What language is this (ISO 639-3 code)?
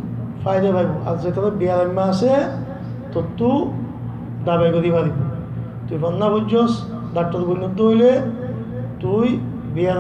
rhg